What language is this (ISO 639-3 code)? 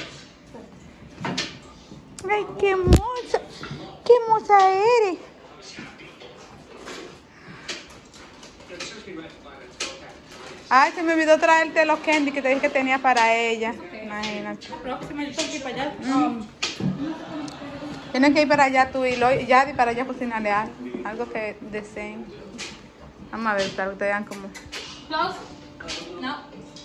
spa